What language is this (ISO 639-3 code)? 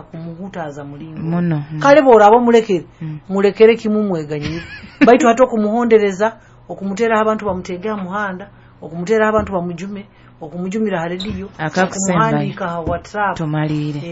nyo